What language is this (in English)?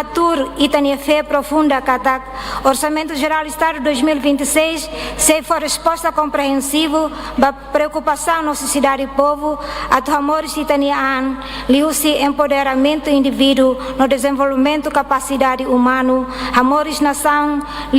Tetum